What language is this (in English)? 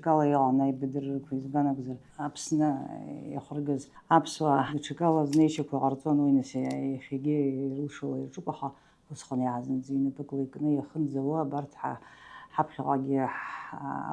Abkhazian